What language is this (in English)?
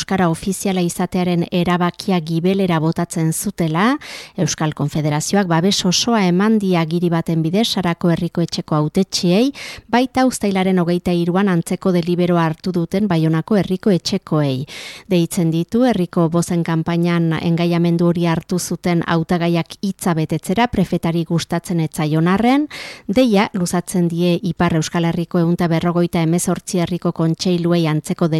Basque